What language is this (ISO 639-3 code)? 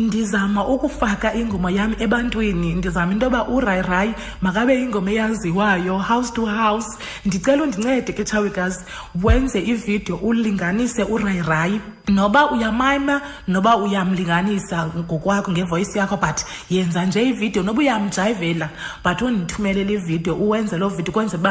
xho